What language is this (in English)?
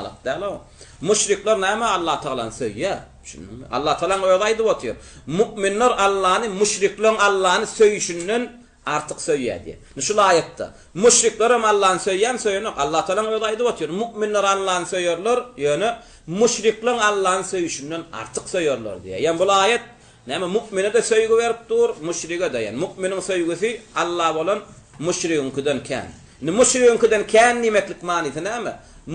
Turkmen